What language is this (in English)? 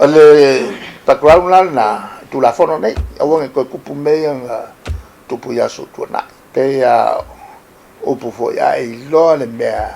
Samoan